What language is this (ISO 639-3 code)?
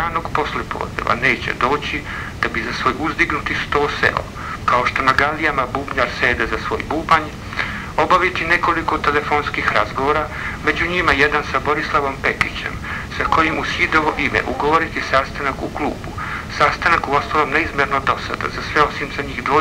bos